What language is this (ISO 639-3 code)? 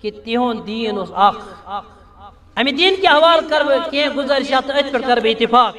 kas